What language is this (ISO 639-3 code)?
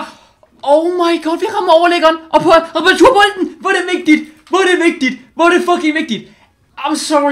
dan